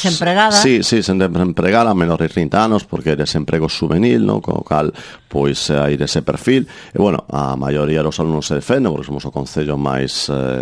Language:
Galician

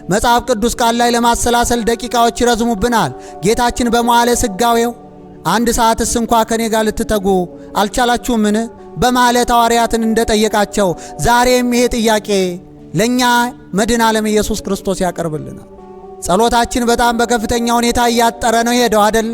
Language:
Amharic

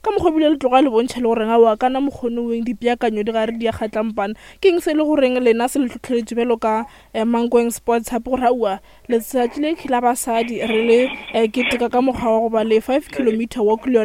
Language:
Northern Sotho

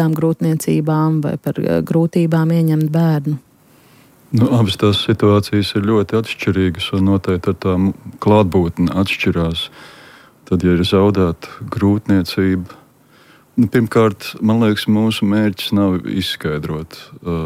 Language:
Latvian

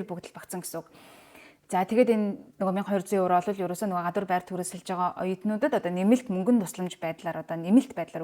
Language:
Mongolian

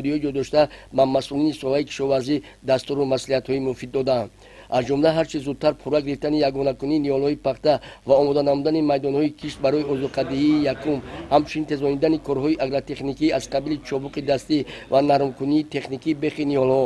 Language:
Tajik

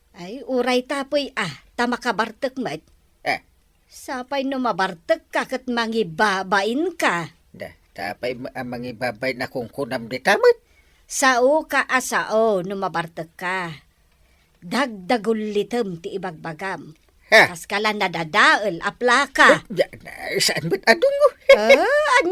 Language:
Iloko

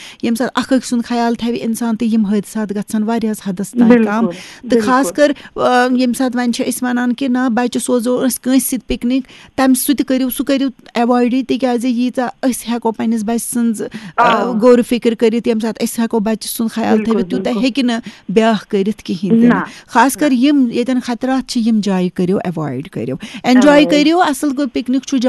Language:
Kashmiri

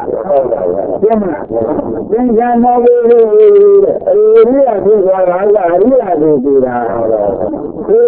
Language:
Burmese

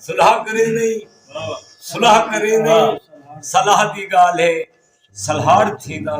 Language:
Saraiki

